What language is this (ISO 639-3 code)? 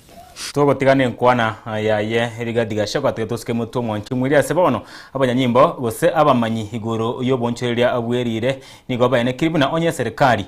guz